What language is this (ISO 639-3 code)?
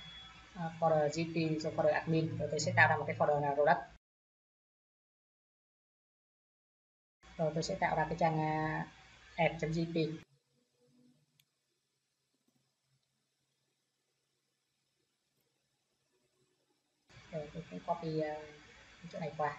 vie